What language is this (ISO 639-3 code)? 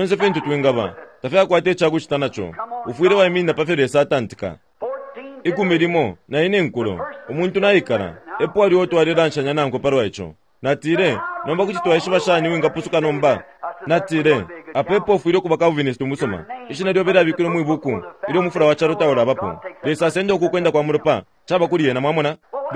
bem